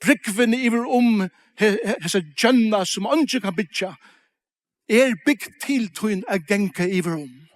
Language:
Faroese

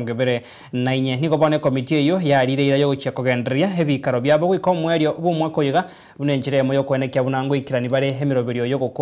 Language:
Gusii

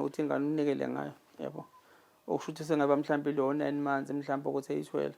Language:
Zulu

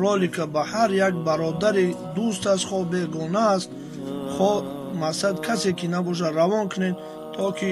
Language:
Tajik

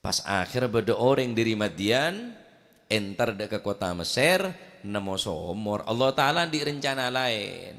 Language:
Madurese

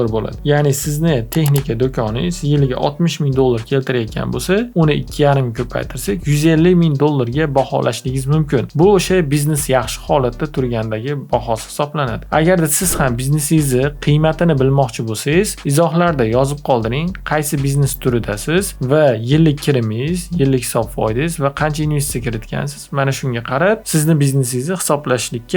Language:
Uzbek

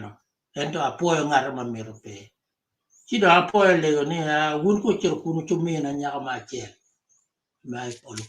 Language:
Acoli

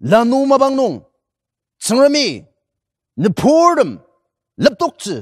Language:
Ao Naga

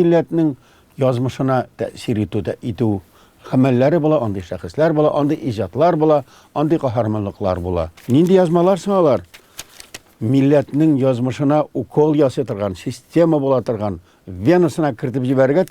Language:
Tatar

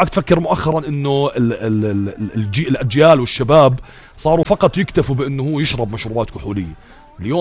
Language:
North Levantine Arabic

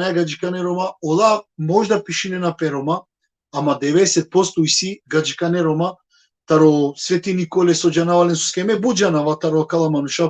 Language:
Balkan Romani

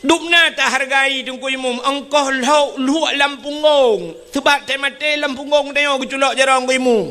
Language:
Achinese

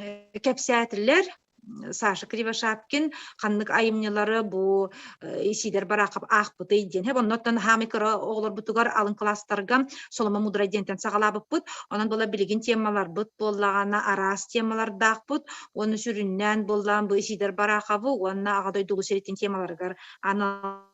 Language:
Yakut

